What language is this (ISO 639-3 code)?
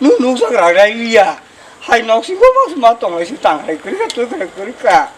trp